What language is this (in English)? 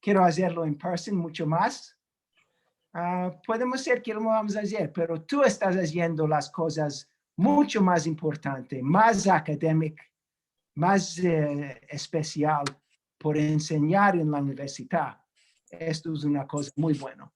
Ladino